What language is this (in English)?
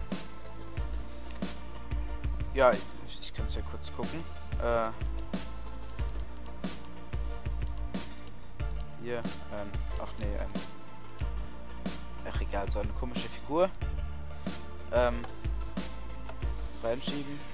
German